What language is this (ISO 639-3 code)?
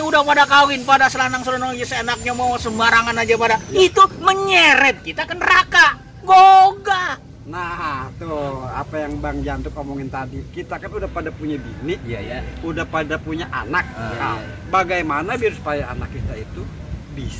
bew